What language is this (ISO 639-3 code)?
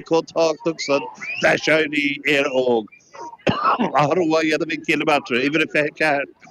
gle